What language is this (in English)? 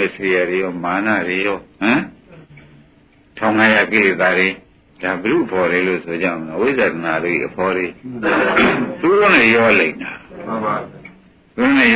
Burmese